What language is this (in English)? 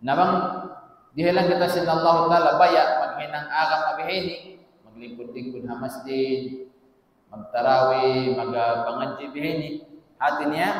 Tausug